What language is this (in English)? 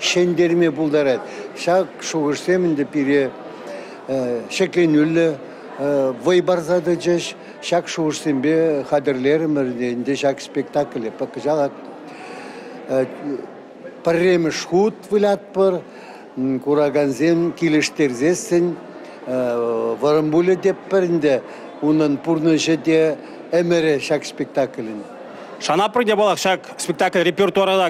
Chuvash